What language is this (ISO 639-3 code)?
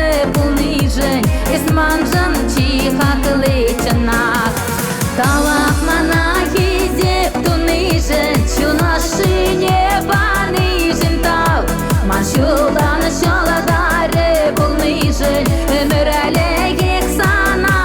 chv